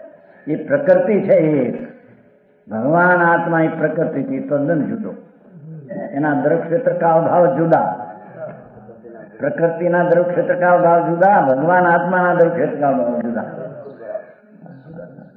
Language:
Gujarati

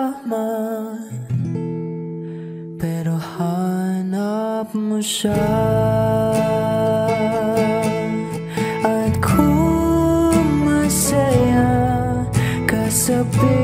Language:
Filipino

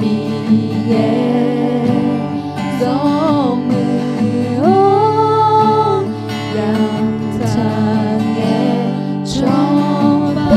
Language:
Akha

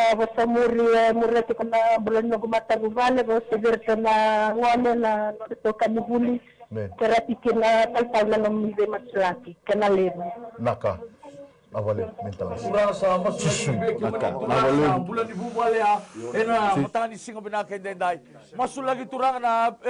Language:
Fijian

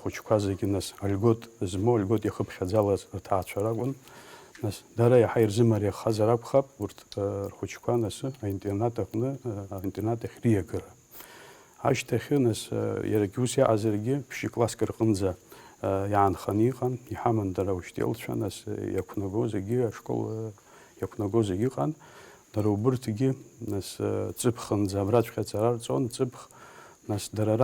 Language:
Abkhazian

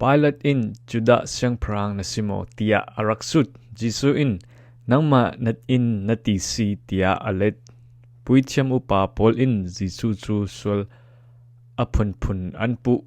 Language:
Falam Chin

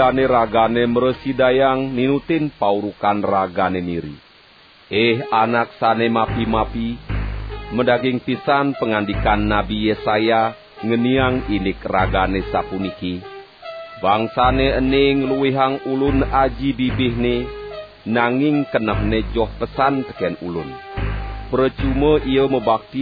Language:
Balinese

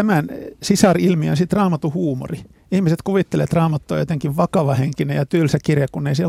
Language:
Finnish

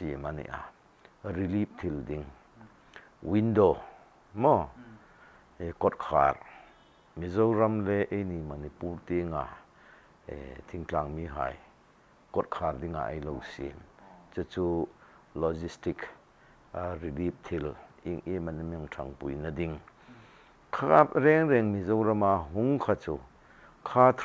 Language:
Hmar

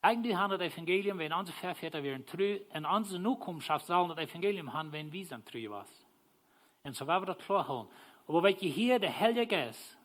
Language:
Plautdietsch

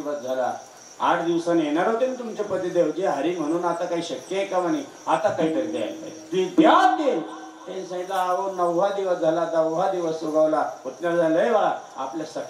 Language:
Marathi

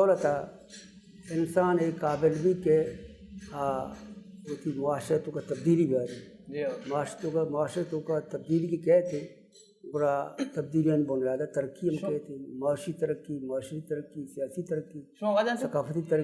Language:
Baluchi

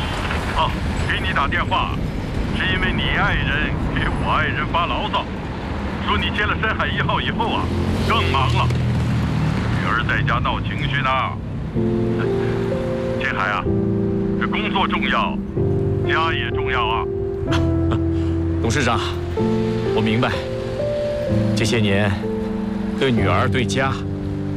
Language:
Chinese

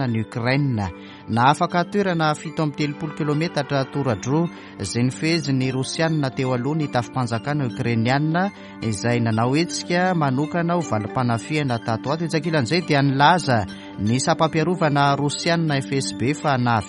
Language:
Malagasy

